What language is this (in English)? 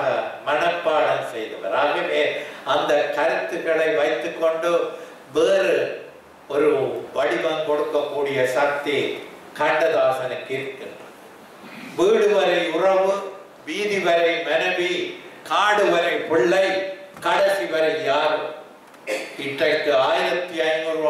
Tamil